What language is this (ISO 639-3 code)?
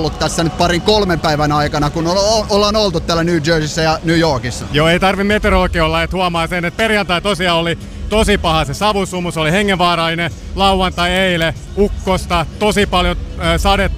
fin